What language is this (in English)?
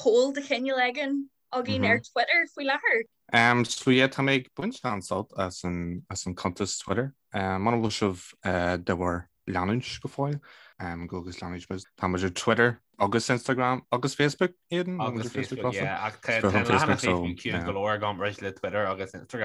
Irish